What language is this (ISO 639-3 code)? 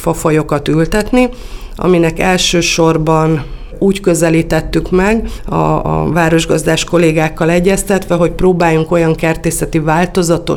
hun